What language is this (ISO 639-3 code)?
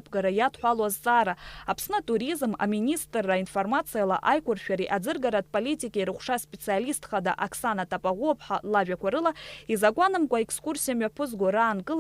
abk